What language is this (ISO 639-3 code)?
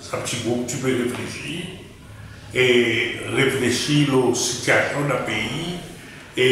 crs